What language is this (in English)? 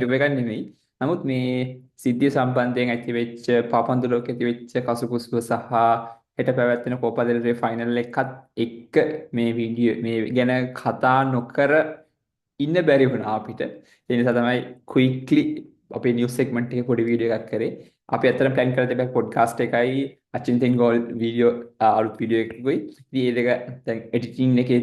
Sinhala